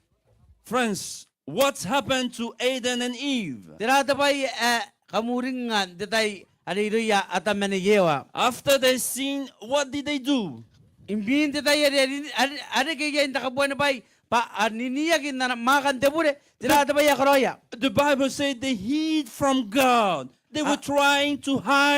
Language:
Gilbertese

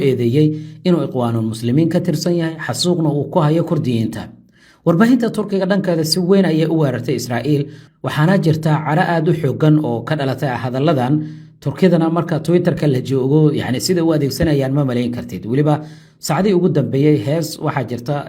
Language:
Somali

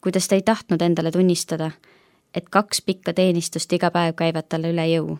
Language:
Estonian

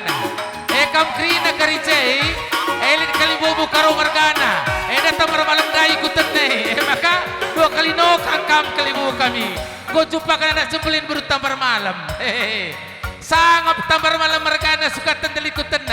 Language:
Batak Karo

